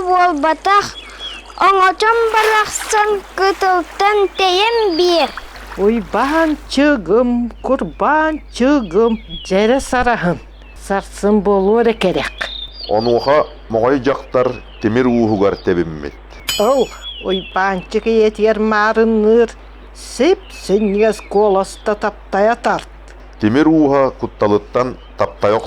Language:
Yakut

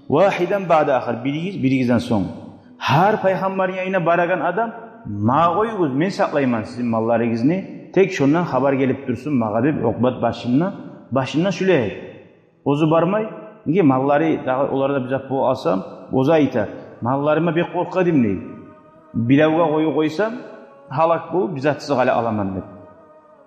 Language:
Kumyk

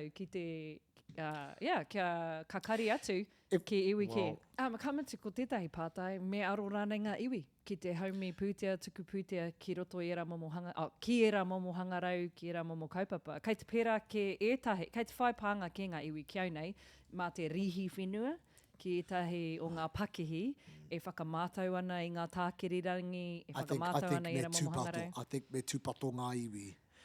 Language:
Māori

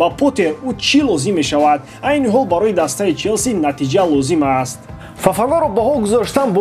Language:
Tajik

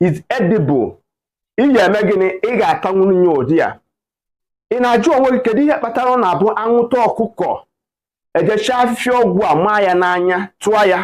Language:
Igbo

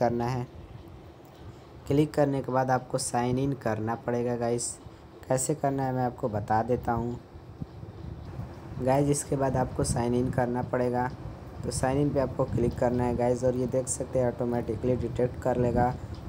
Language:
Hindi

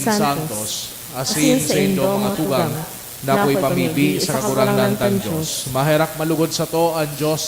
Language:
Bikol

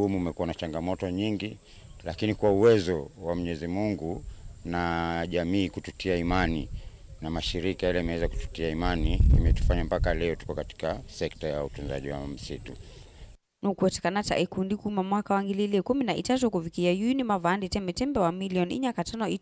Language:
Kamba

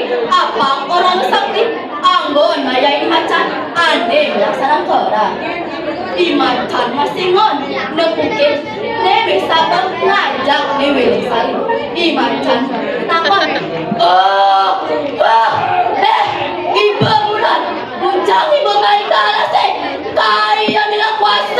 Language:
Balinese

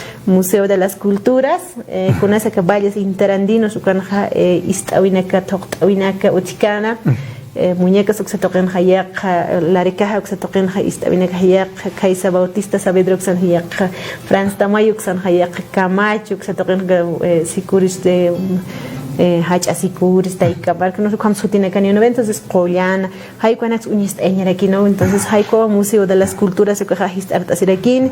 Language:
Aymara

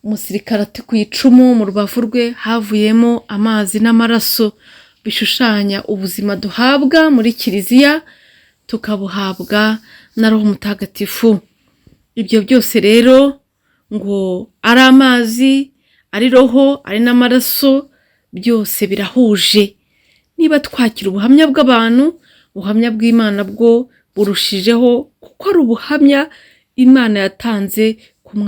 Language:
Kinyarwanda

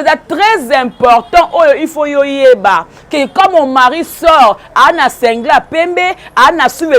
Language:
Lingala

